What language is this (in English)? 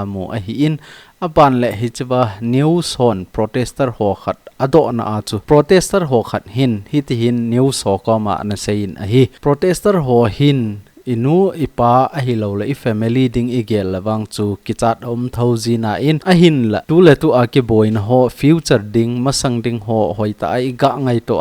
Thado Chin